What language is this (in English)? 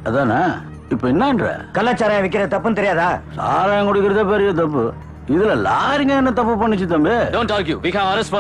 Tamil